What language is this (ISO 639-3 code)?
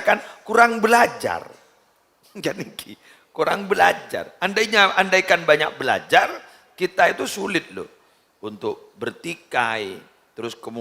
mad